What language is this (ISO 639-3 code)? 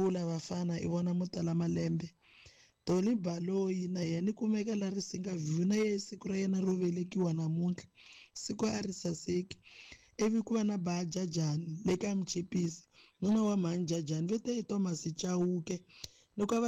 tso